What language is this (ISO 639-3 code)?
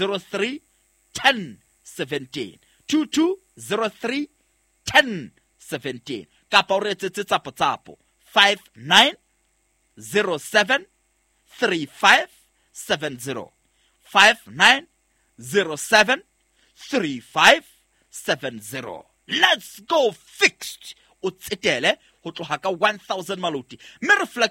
sot